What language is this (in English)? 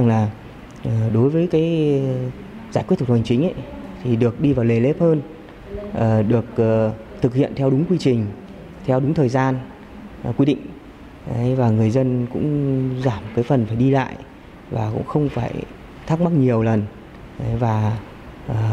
Vietnamese